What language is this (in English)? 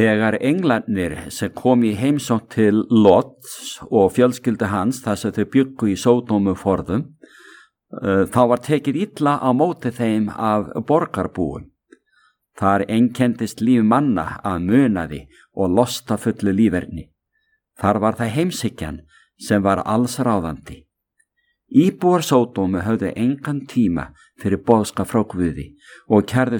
Icelandic